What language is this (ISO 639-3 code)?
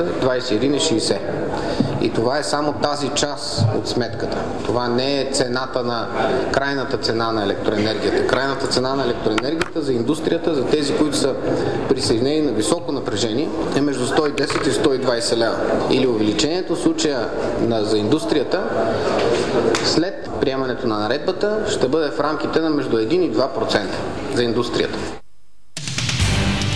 bul